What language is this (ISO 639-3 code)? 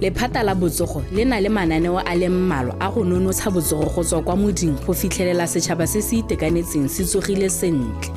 tsn